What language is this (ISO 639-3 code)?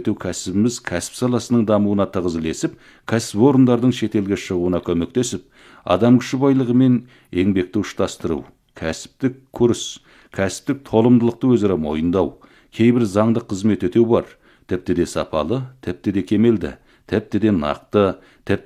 kaz